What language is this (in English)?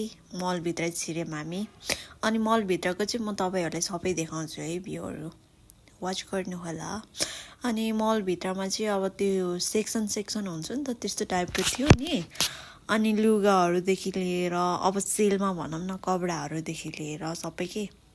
Nepali